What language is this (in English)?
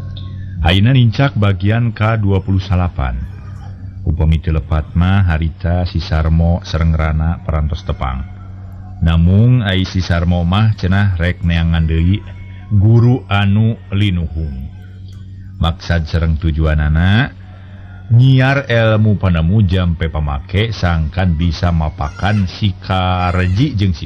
Sundanese